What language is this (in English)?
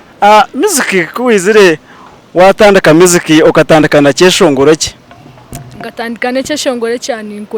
Nyankole